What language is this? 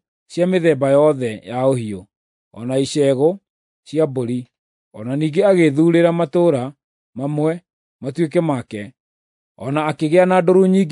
Kikuyu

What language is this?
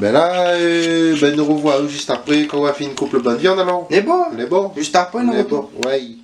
Réunion Creole French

